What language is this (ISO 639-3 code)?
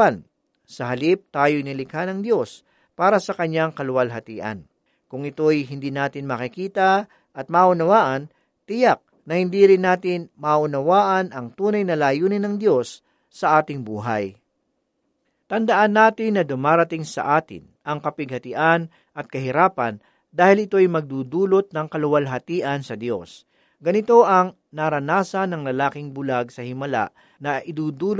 fil